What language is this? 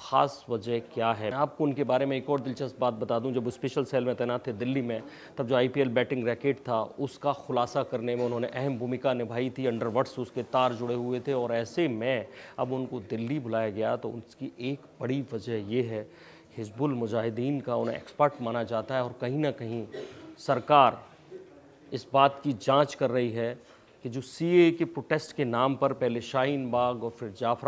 Hindi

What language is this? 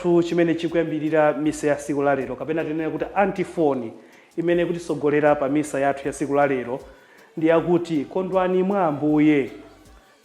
Nyanja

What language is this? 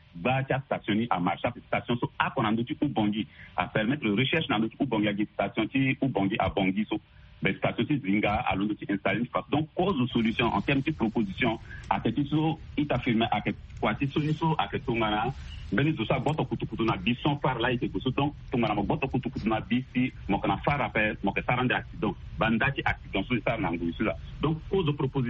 Sango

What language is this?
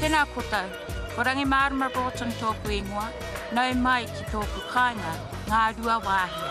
Māori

